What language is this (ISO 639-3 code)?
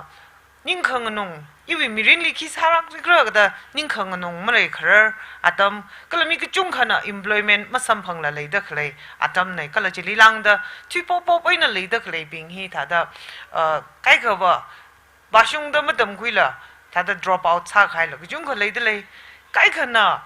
nmf